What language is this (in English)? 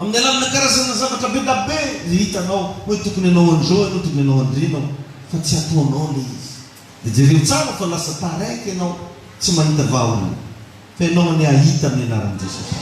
Malagasy